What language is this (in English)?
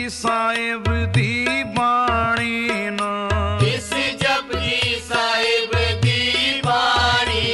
Punjabi